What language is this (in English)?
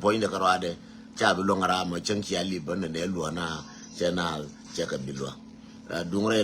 Nuer